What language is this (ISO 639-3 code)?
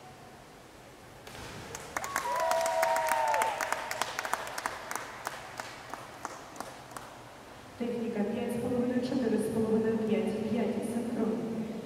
ukr